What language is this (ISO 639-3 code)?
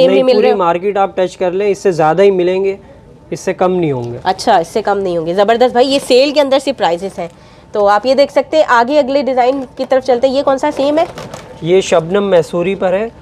hin